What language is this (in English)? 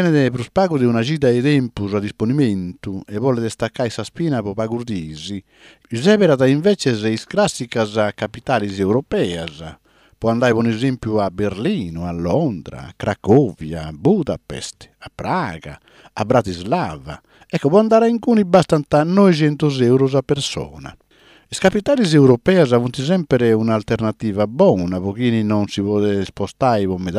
Sardinian